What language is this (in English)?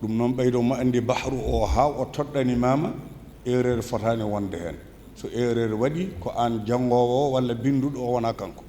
Fula